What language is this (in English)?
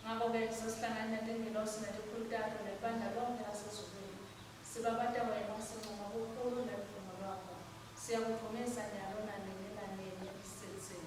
Swati